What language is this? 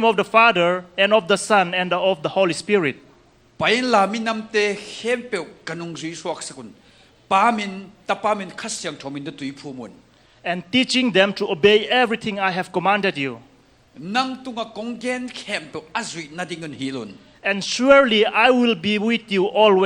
Tedim Chin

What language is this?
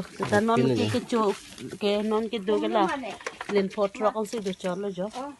Karbi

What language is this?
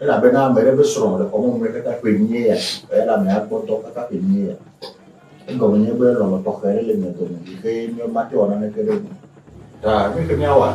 Ewe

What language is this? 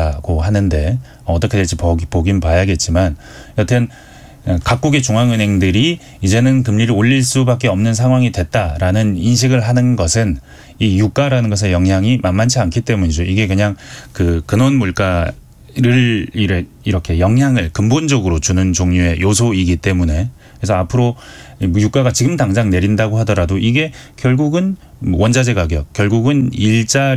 Korean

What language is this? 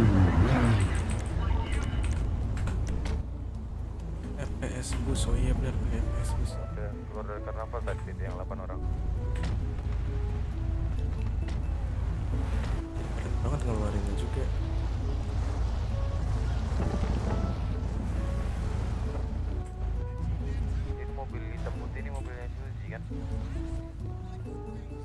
Indonesian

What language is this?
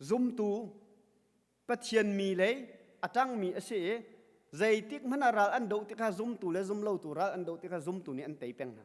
Hakha Chin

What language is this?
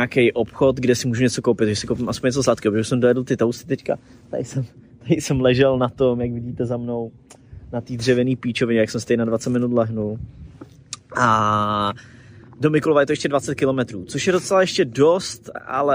Czech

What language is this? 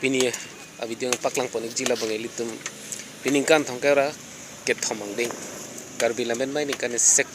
Karbi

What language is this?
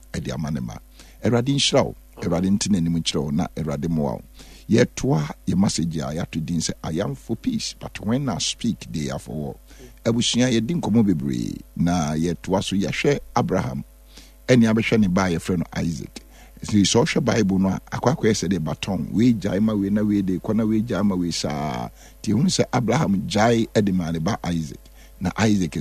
Akan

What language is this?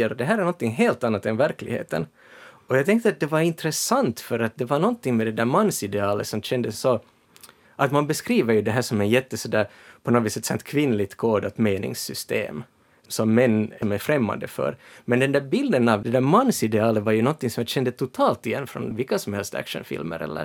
Swedish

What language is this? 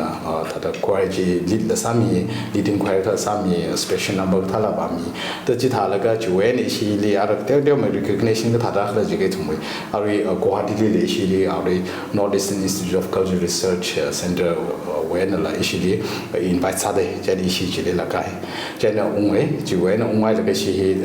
Tangkhul Naga (India)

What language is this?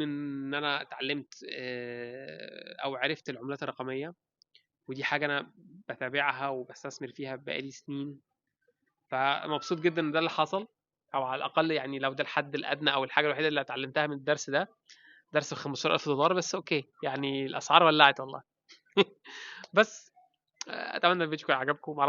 Egyptian Arabic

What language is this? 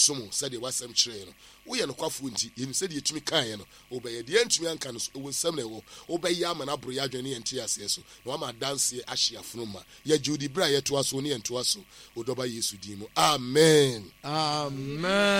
Akan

